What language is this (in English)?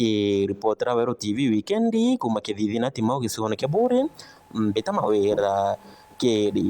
Meru